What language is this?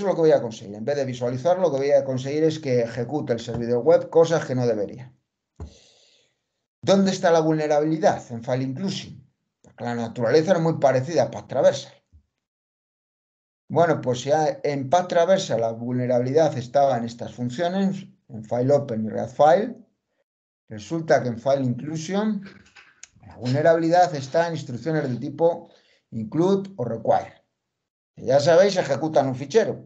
Spanish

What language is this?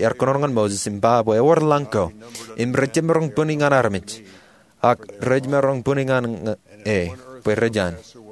Marshallese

